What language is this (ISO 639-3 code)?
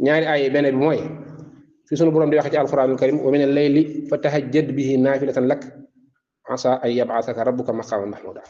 wol